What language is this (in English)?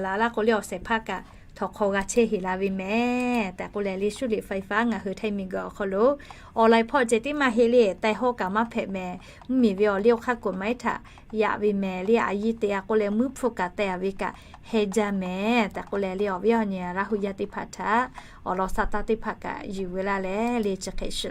Lahu